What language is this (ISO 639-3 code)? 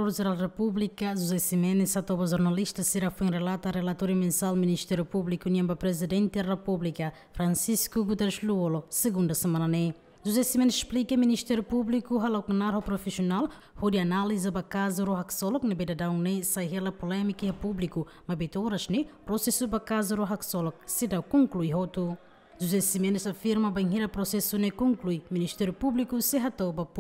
tet